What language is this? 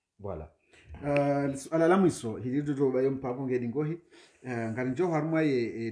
Swahili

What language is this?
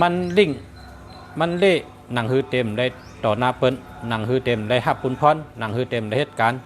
Shan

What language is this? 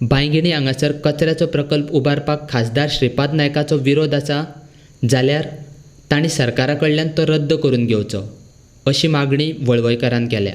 Konkani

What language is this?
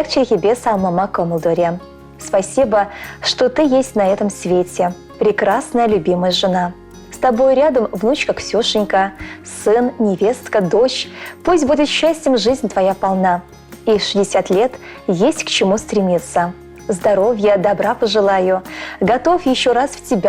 Chuvash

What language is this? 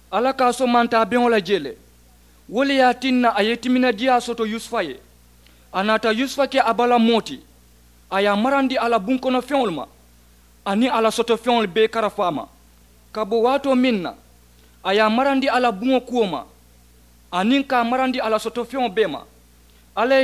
Mandingo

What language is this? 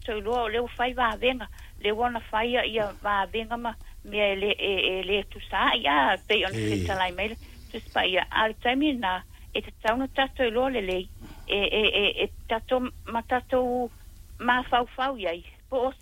Samoan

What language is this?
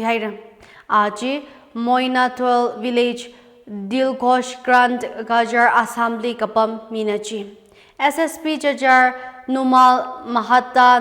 Tangkhul Naga (India)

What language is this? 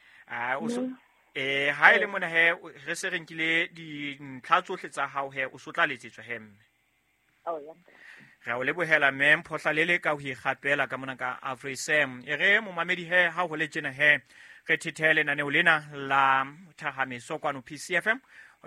Southern Sotho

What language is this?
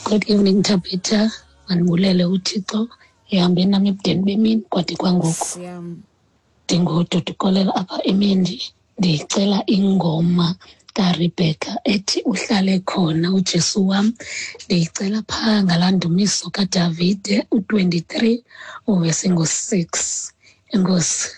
Xhosa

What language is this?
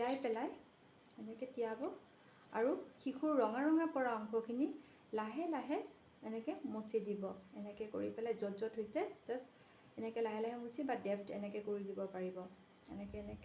Assamese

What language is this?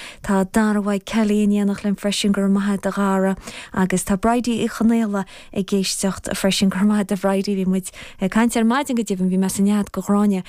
Irish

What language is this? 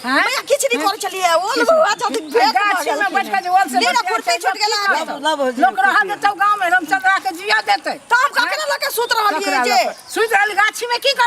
Maithili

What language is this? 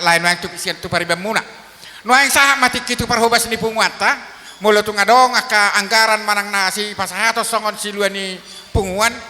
Batak Toba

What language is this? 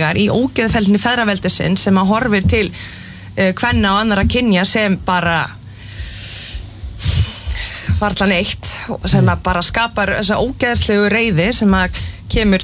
Icelandic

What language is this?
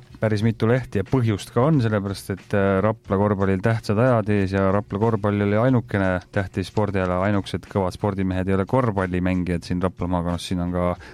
Estonian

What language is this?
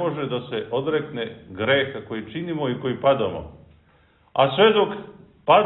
Serbian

